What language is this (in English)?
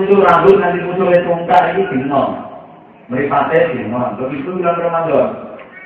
Javanese